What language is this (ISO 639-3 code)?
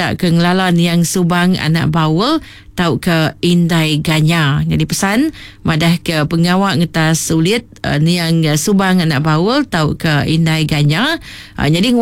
iba